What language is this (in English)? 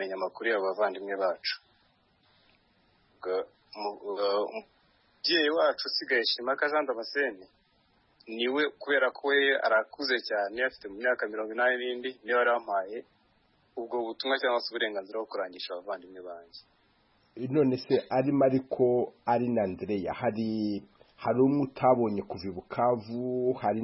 Kinyarwanda